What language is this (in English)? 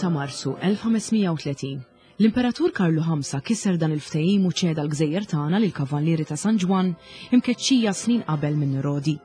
Maltese